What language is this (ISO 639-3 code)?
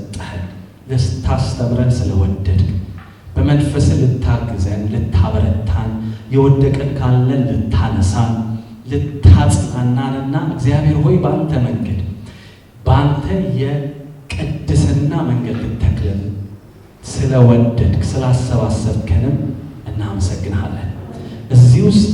amh